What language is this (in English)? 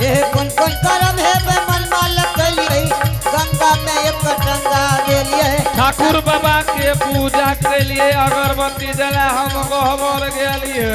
Angika